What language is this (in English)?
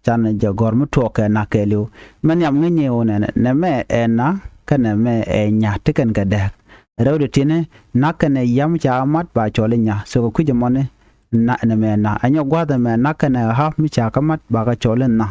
Nuer